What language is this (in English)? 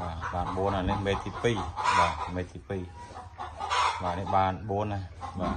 Khmer